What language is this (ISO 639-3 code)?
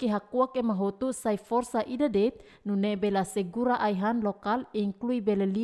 tet